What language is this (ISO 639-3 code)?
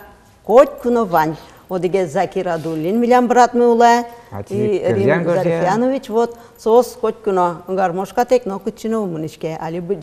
udm